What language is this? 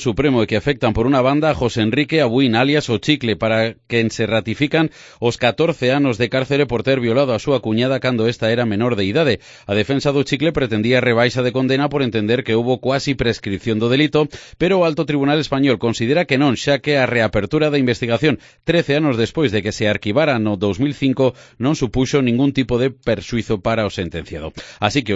Galician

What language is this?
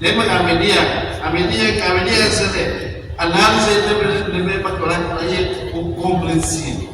Tetum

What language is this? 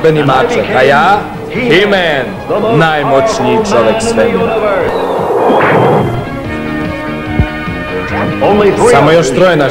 Serbian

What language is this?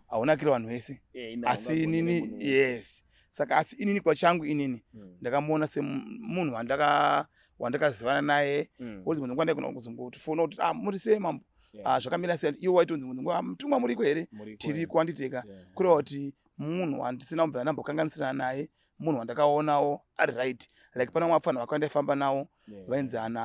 Shona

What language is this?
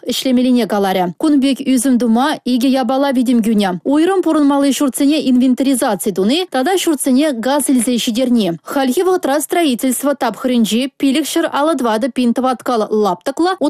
Chuvash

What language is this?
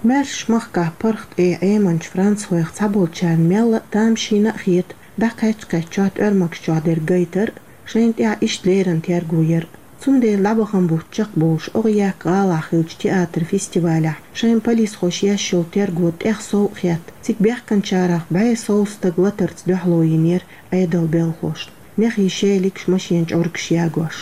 Chechen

